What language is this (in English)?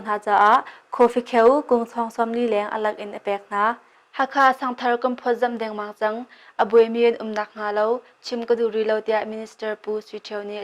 Hakha Chin